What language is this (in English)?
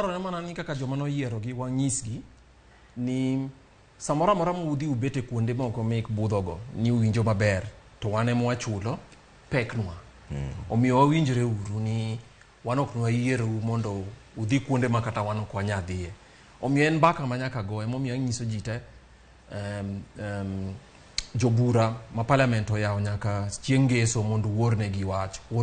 Luo (Kenya and Tanzania)